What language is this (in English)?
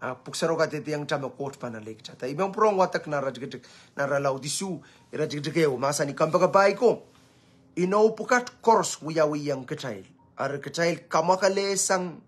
Pohnpeian